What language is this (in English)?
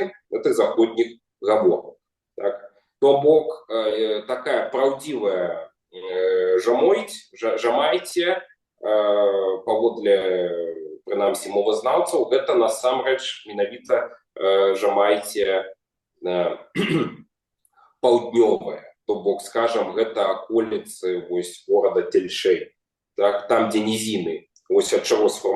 Belarusian